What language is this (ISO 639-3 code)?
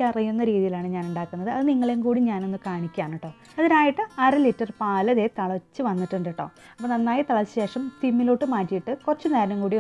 mal